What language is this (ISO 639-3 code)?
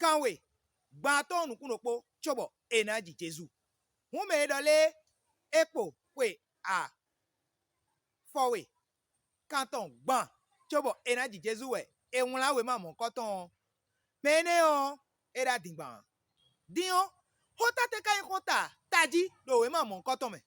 fon